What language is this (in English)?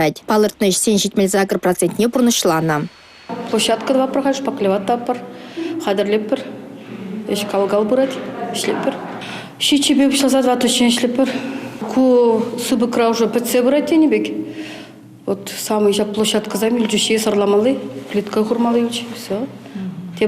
Chuvash